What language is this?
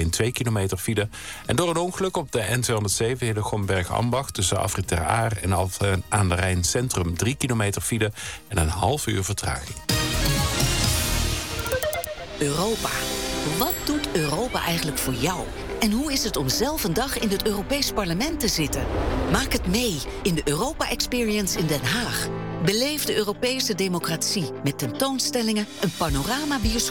Dutch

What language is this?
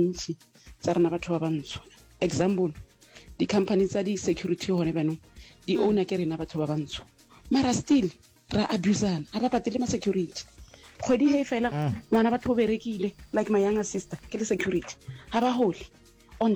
Northern Sotho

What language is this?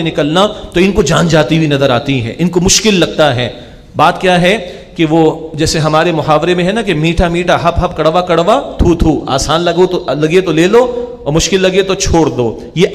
Urdu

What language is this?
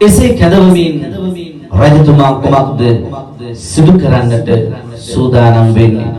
Sinhala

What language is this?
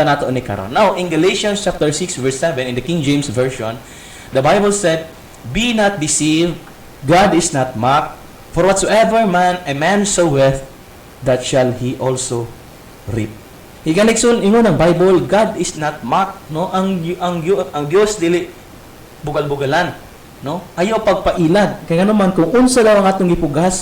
Cebuano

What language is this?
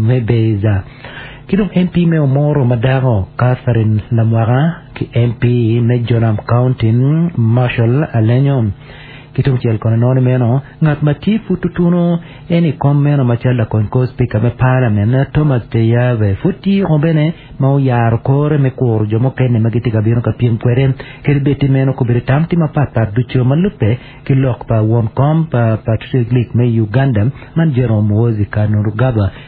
Acoli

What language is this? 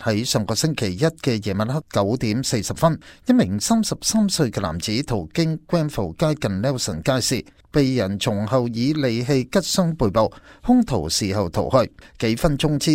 Cantonese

